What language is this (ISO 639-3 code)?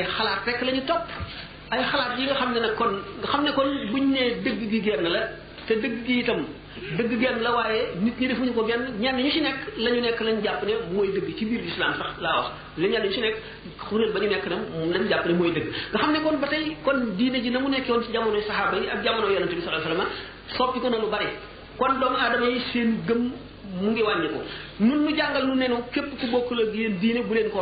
wol